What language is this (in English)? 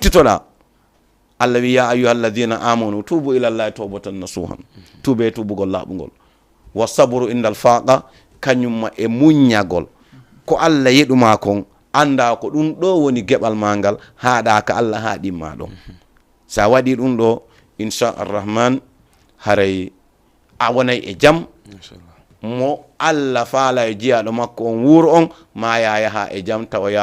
Fula